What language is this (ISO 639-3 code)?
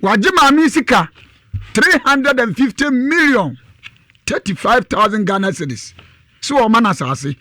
aka